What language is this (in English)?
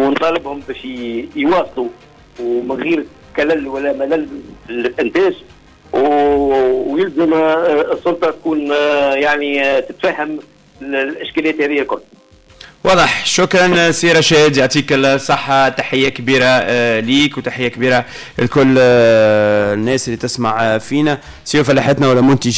Tunisian Arabic